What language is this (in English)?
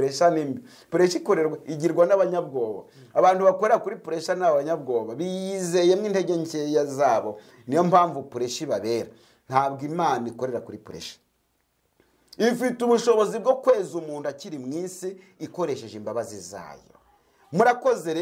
Kinyarwanda